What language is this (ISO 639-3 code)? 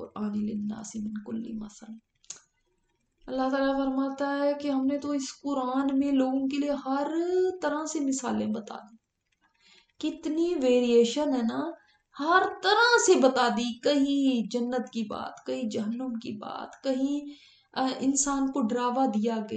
urd